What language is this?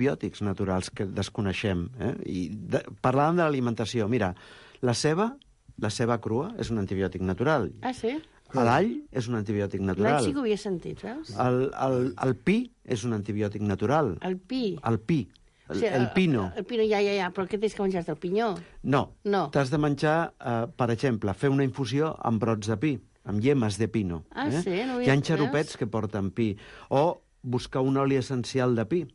Catalan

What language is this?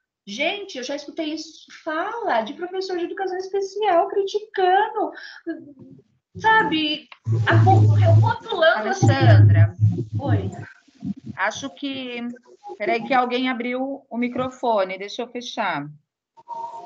Portuguese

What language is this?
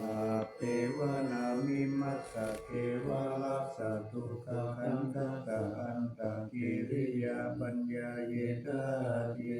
Pali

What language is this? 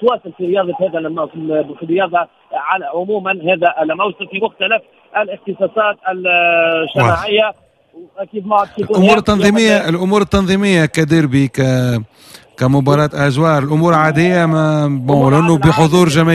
Tunisian Arabic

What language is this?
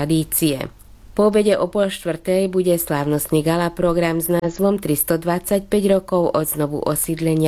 Slovak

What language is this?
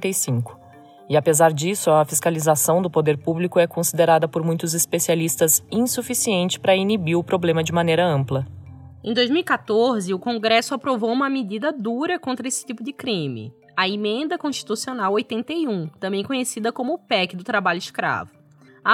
Portuguese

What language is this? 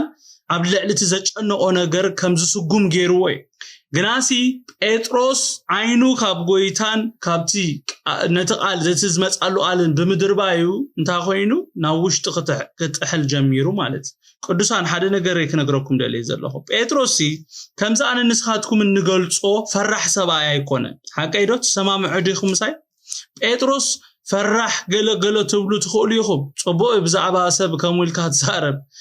Tigrinya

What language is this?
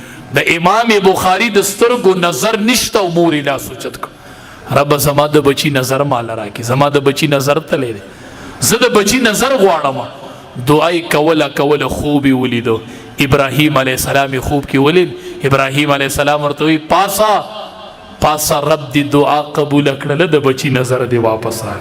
Pashto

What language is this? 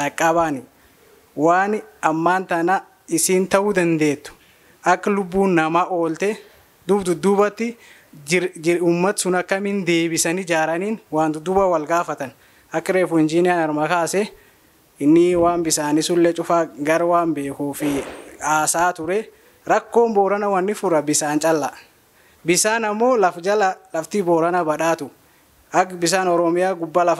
Oromo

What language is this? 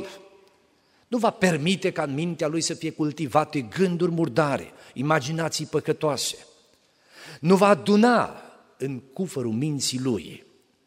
Romanian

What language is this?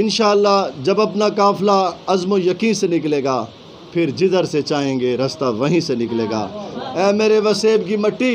Saraiki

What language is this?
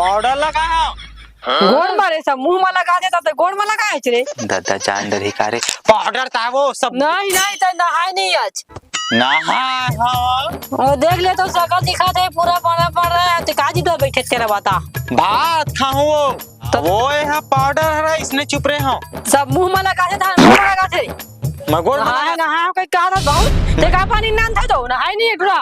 Chhattisgarhi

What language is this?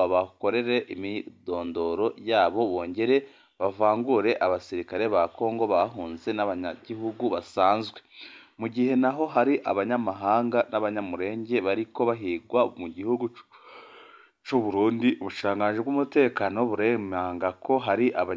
Rundi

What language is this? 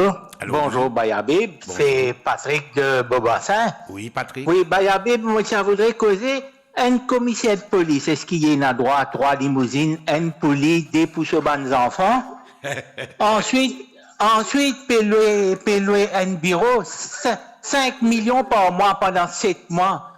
Morisyen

